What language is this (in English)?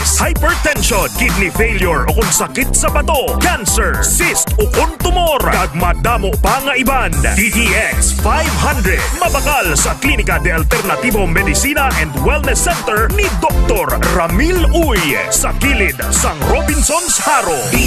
Hiligaynon